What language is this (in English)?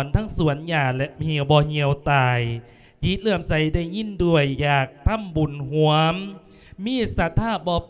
Lao